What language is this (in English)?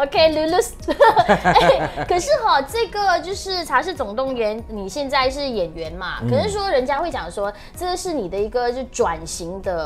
Chinese